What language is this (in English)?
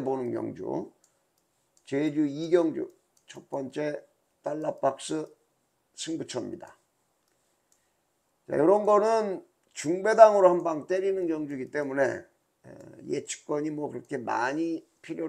Korean